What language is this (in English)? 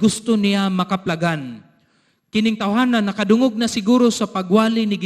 Cebuano